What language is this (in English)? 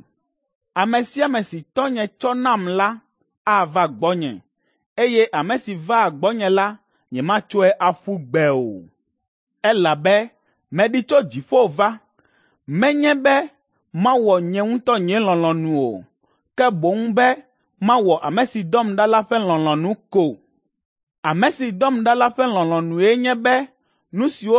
Ewe